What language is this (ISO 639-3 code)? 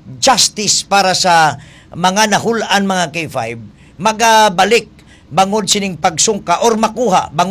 hil